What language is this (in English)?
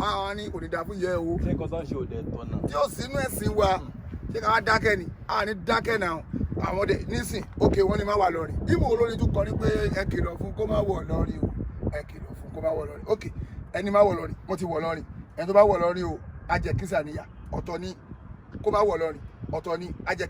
Yoruba